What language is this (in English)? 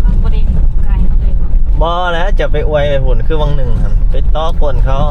Lao